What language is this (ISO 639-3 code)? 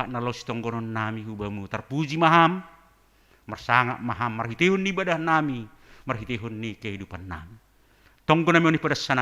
bts